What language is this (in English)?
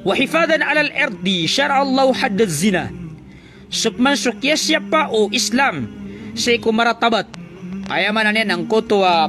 Maranao